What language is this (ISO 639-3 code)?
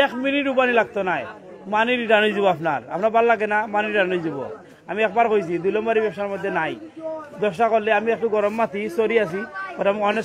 syl